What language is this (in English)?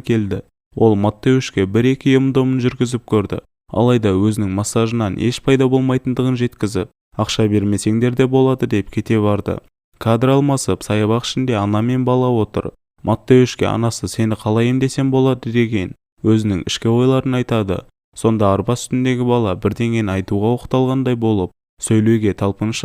Kazakh